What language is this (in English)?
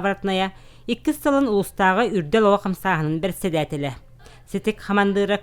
Yakut